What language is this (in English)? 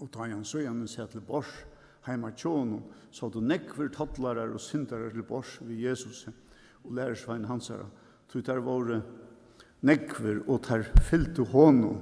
Faroese